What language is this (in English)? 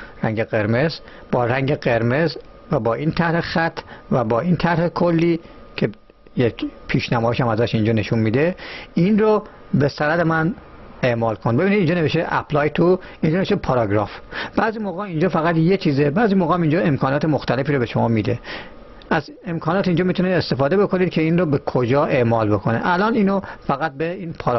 Persian